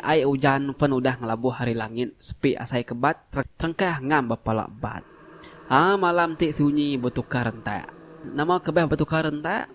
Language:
Iban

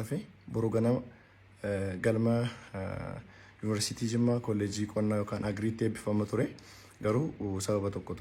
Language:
Oromo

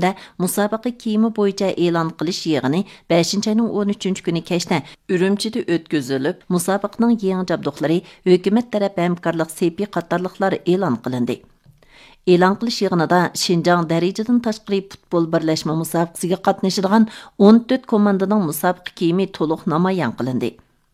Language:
Uyghur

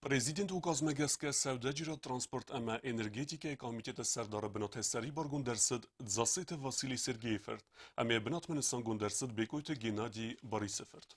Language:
Ossetic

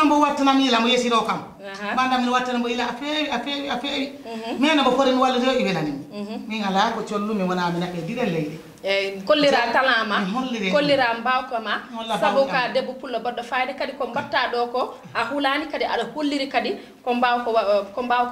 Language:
Fula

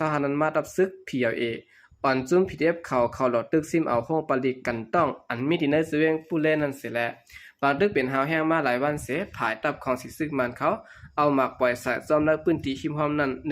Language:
Shan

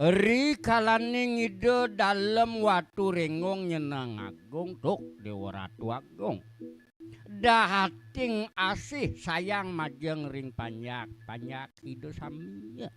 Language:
Balinese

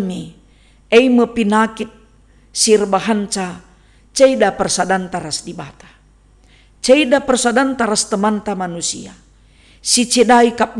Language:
Batak Karo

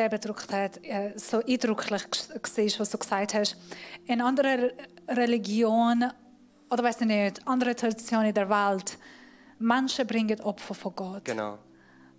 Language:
Swiss German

